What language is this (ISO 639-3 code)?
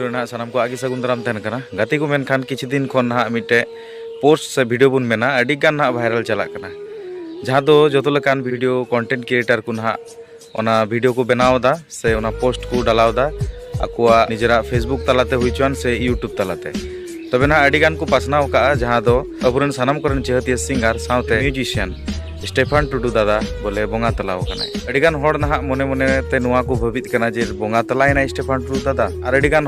sat